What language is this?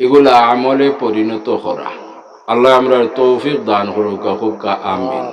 Sylheti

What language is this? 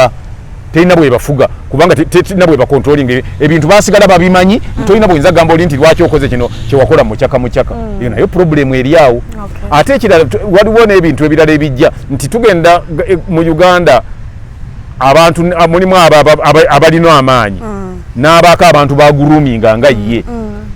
Ganda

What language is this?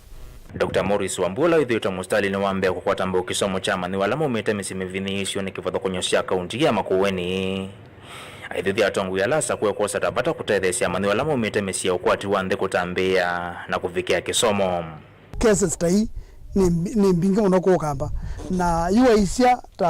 Kamba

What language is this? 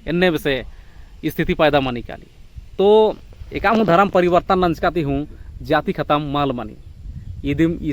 Kurukh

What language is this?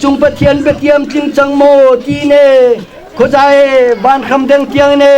Hakha Chin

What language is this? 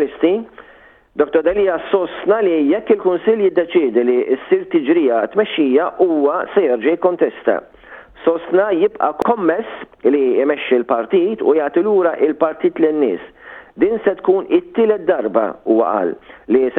Maltese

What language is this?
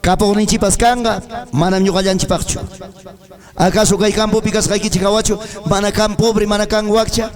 Ayacucho Quechua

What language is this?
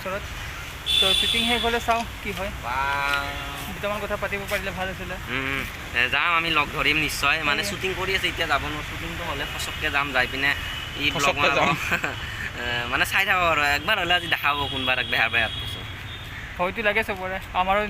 Assamese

